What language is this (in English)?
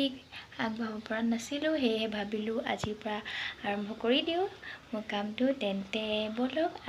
Assamese